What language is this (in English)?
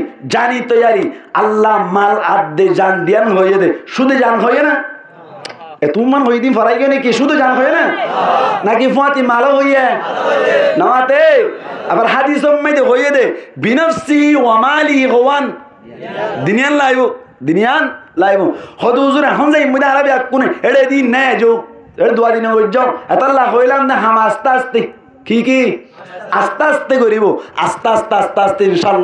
Rohingya